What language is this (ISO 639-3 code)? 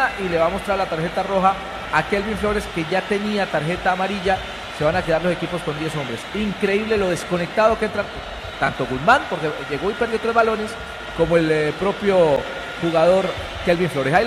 spa